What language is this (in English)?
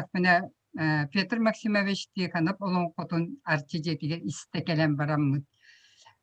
Yakut